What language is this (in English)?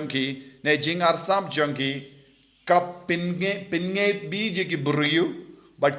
Khasi